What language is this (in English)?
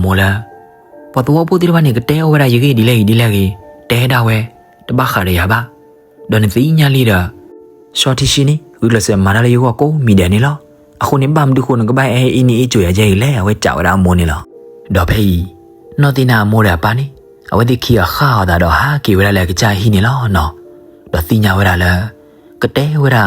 S'gaw Karen